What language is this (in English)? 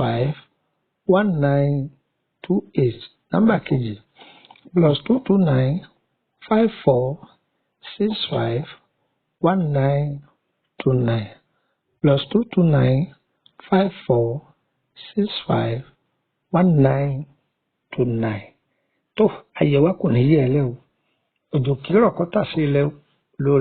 Yoruba